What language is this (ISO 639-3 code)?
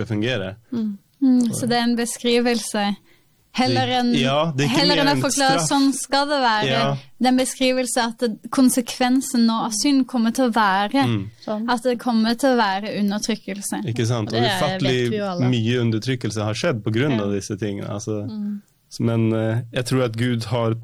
nor